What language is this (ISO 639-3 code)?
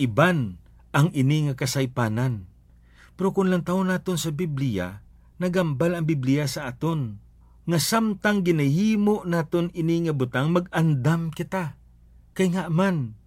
hil